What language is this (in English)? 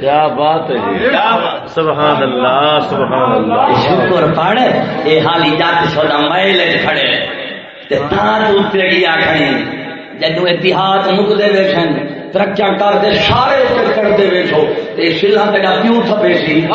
Saraiki